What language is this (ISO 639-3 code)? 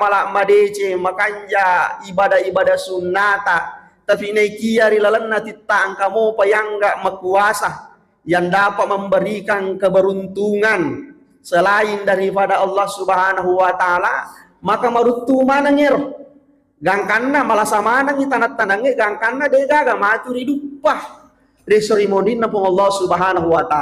bug